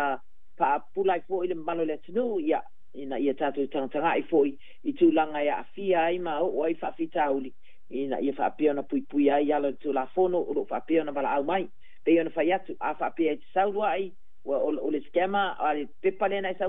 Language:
Samoan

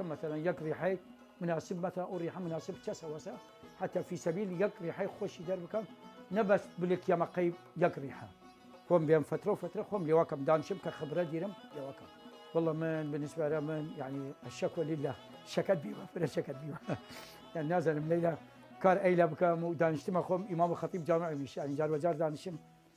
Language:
Southern Kurdish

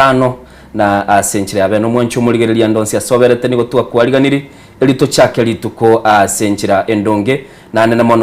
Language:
Gusii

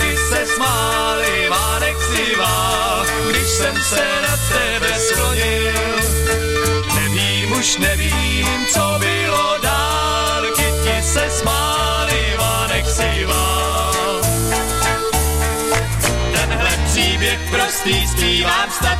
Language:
Czech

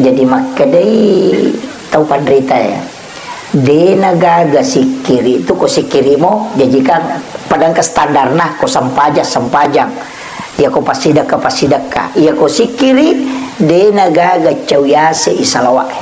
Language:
Buginese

